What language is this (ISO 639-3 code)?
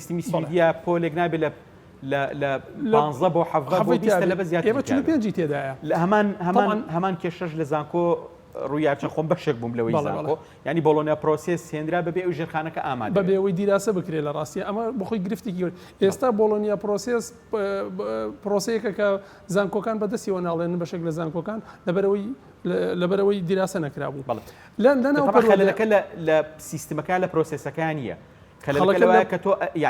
ckb